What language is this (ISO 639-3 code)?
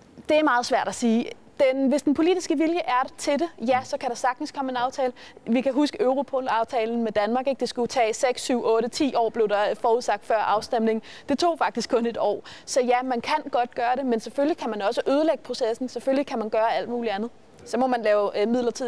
dan